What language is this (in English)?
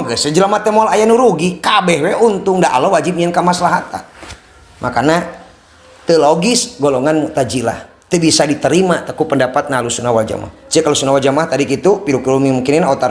Sundanese